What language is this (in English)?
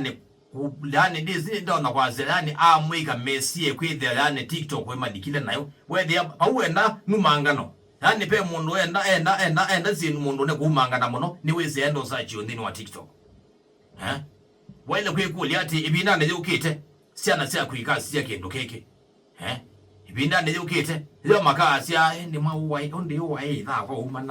Kamba